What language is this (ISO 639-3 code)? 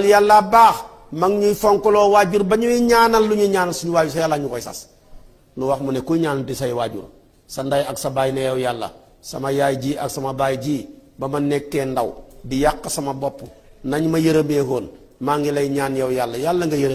wol